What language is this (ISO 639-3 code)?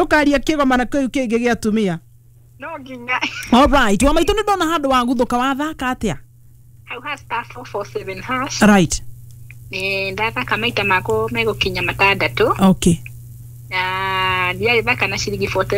kik